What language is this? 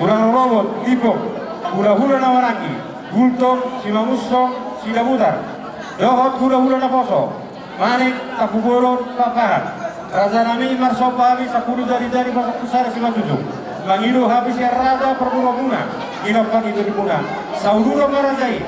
Batak Toba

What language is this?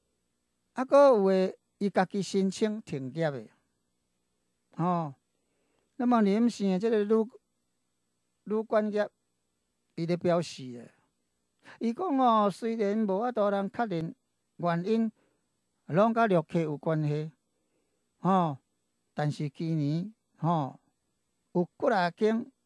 Min Nan Chinese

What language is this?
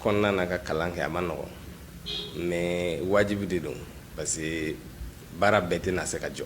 Bambara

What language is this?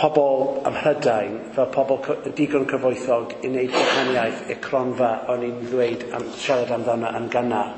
Welsh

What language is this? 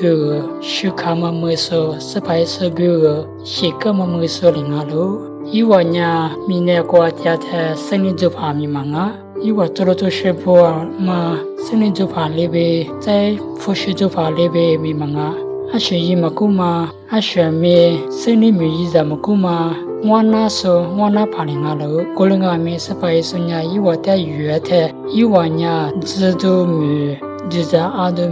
Lisu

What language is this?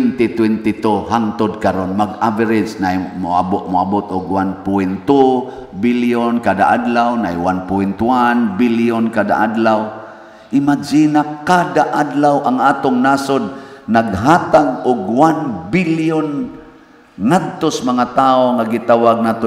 Cebuano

